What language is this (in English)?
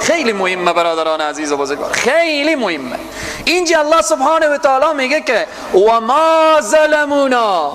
Persian